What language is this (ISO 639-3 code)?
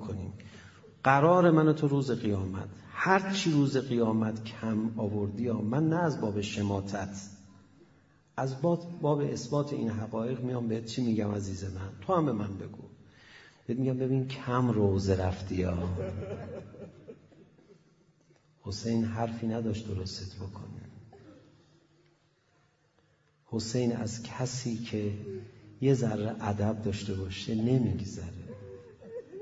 fas